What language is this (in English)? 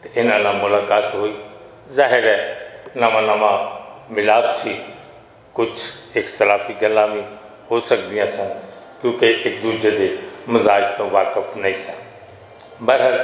Western Panjabi